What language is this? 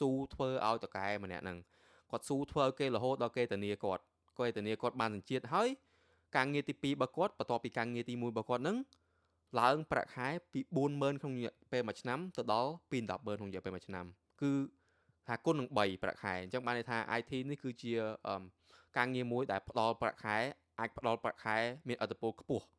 Khmer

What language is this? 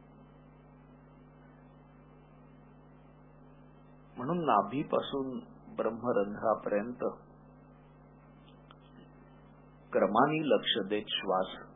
Marathi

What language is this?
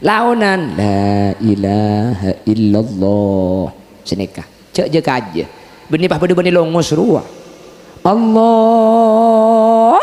Madurese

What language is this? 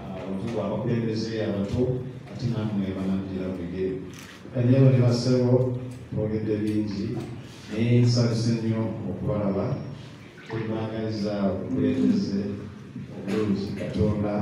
Ganda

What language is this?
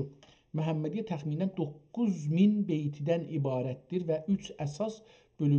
South Azerbaijani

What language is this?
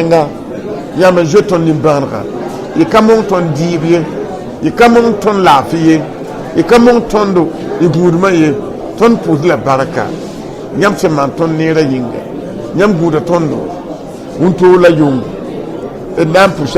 Mossi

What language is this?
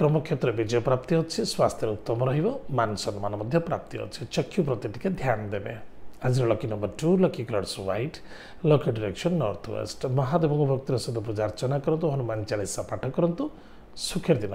Odia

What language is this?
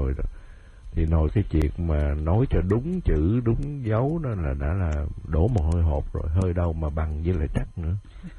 Vietnamese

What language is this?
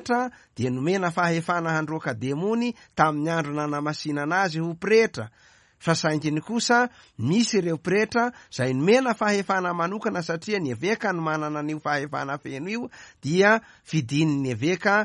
Malagasy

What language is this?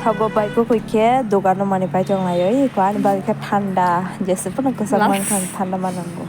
Kok Borok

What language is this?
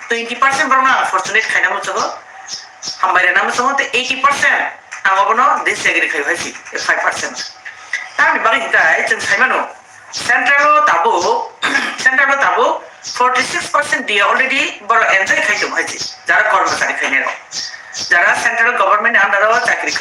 Kok Borok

